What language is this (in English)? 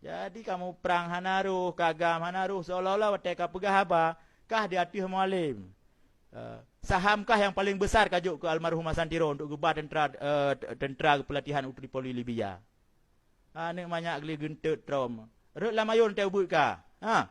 Achinese